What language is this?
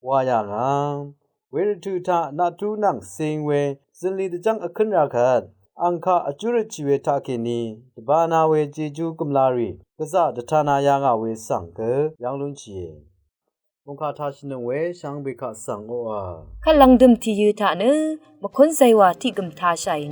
Rawang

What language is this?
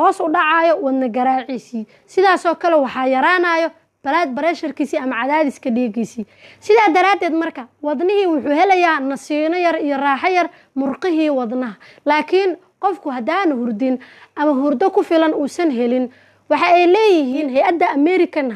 Somali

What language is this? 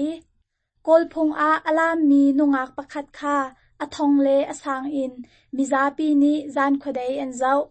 Hakha Chin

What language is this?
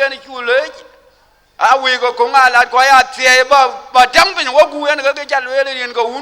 Dinka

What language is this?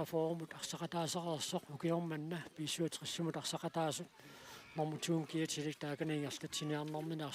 Kalaallisut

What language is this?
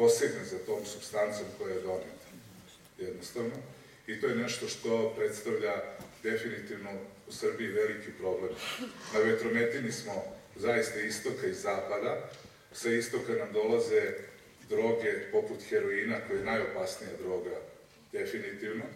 Serbian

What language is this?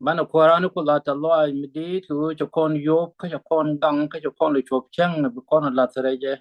Nuer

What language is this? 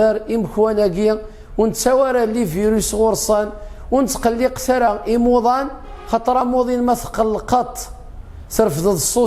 Kabyle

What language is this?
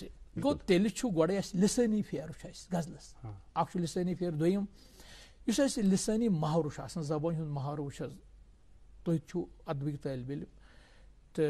Kashmiri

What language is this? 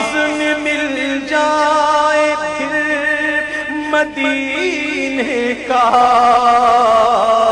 Urdu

